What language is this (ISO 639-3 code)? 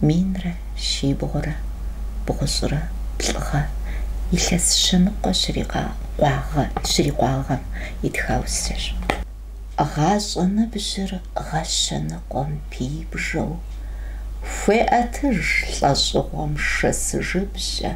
kbd